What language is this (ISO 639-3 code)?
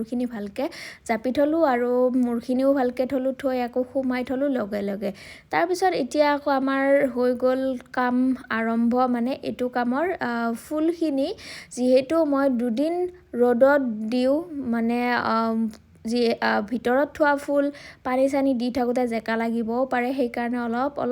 asm